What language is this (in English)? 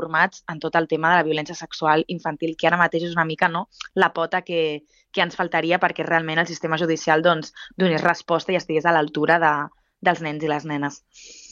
Catalan